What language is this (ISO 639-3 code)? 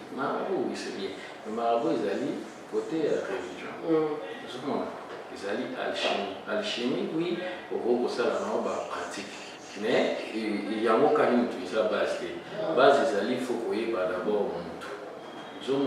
lin